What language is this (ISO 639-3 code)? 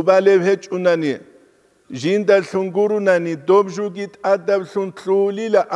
ava